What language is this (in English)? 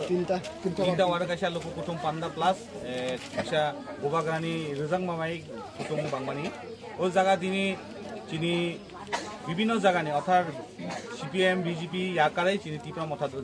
Kok Borok